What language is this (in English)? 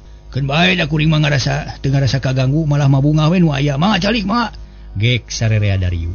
Sundanese